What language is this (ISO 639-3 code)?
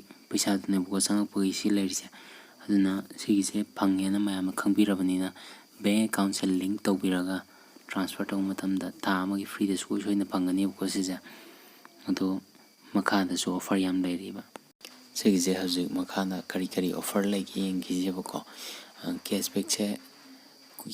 mni